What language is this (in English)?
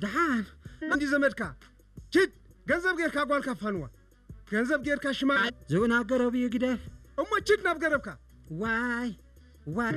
Tigrinya